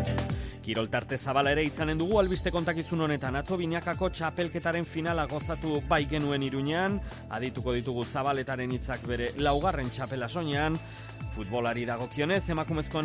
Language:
Basque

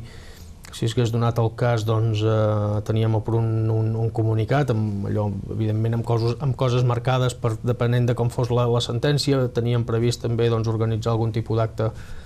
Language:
Catalan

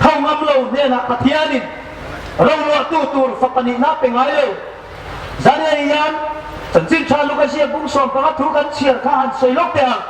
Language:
Hmar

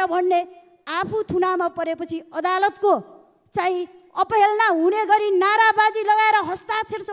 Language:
Nepali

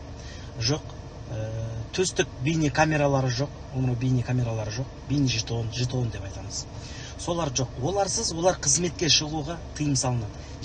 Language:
Kazakh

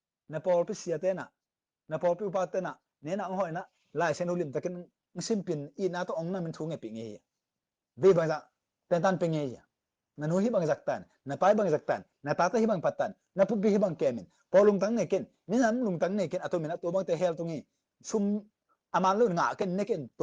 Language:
Tedim Chin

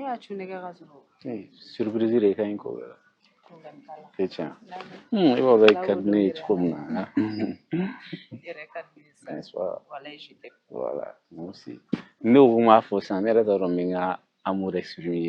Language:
Bambara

